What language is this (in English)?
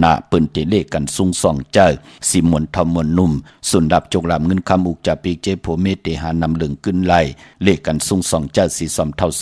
Shan